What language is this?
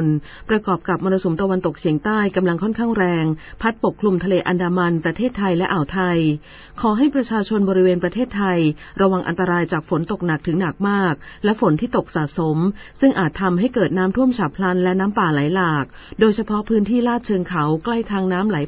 Thai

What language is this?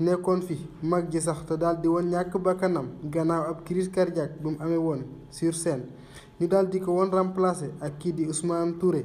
Wolof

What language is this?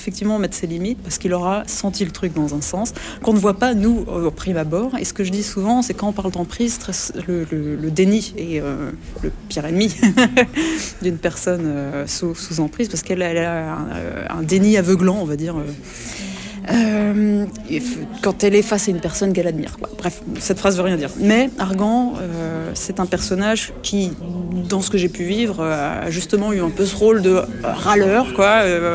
French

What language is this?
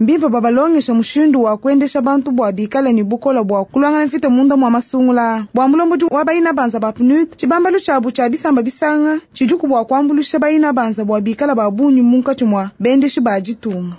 Luba-Lulua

